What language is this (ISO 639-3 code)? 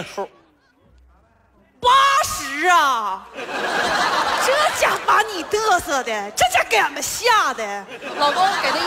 zho